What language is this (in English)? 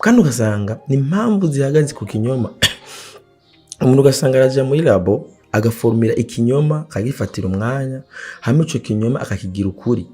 Rundi